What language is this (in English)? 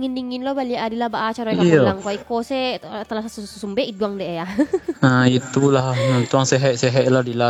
Minangkabau